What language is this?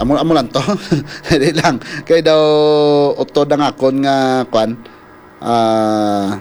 Hiligaynon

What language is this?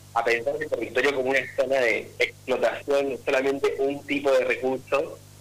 Spanish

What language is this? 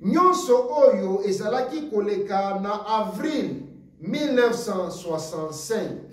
Lingala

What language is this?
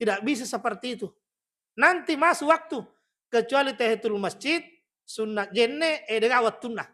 Buginese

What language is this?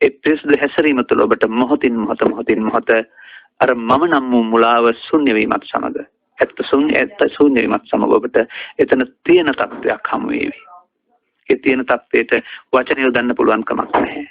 Sinhala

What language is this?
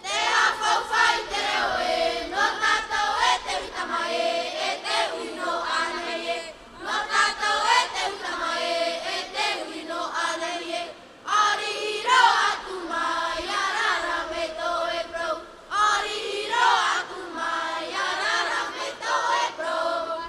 Tahitian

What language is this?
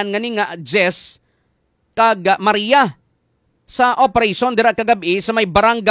Hiligaynon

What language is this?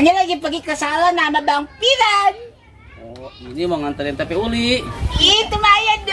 Betawi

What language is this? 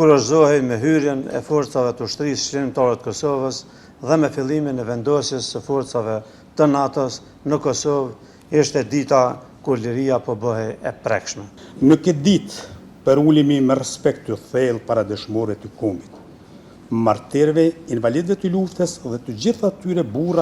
Albanian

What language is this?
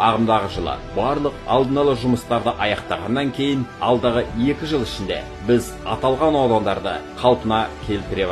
Kazakh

